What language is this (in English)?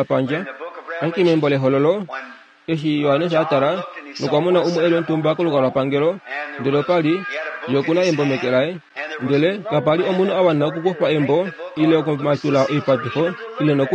Kuanyama